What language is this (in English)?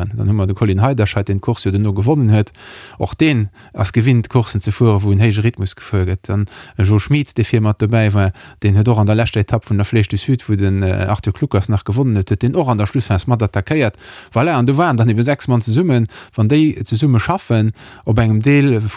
Luxembourgish